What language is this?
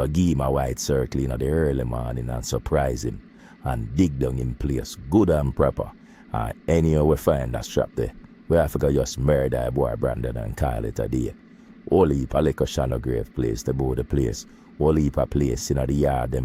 Jamaican Creole English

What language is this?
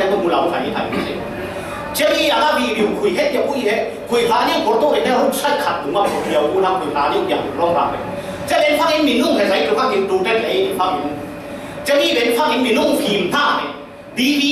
Falam Chin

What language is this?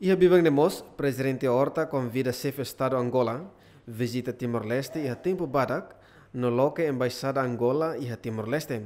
Tetum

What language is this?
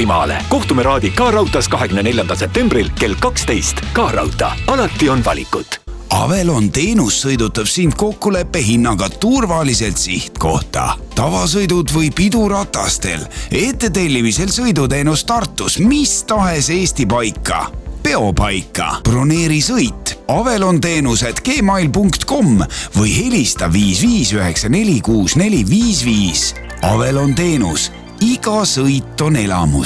Estonian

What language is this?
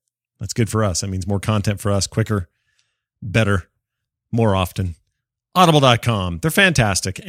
English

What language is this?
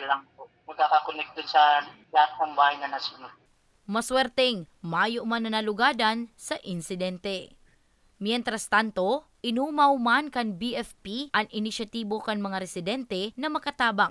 Bikol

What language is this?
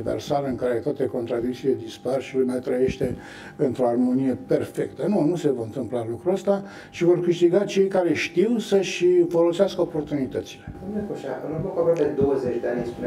Romanian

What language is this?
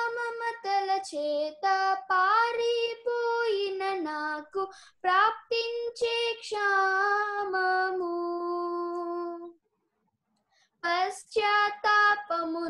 Telugu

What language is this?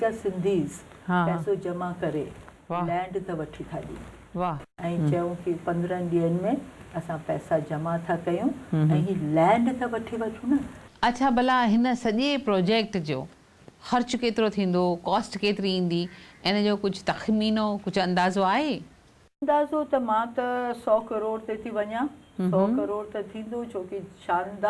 Sindhi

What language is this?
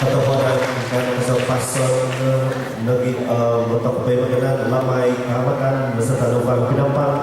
Central Dusun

